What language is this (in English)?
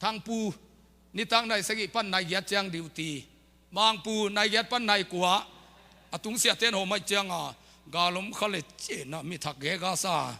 Tedim Chin